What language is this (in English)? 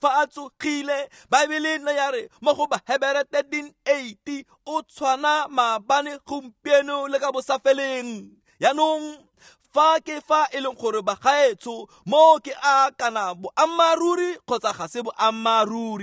Tswana